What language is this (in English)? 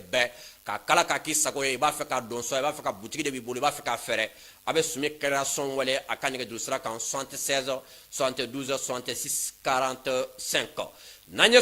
Bambara